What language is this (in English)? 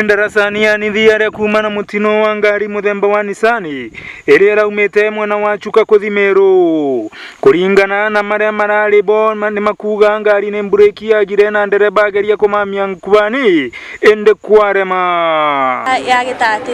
Meru